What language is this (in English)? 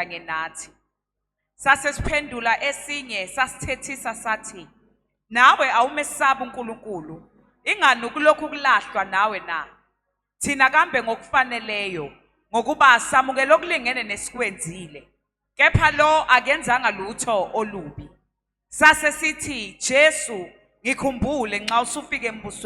Zulu